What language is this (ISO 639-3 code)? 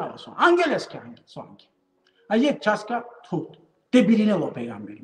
rmn